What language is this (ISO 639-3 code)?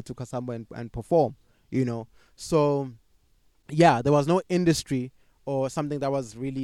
eng